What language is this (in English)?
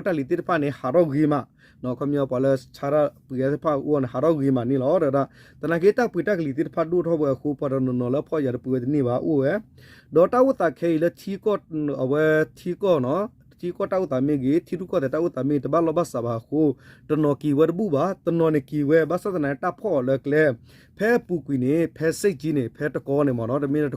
S'gaw Karen